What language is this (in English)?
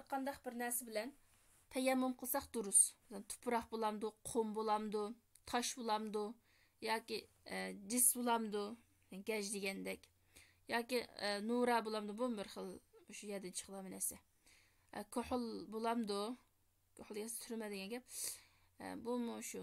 Uyghur